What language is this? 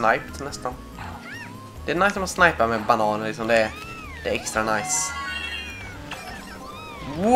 Swedish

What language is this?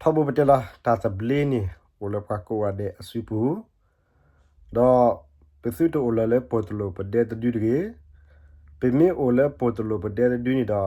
S'gaw Karen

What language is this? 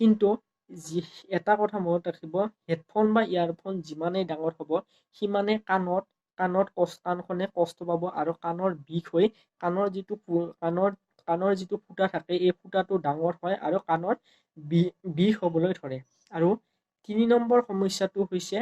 Assamese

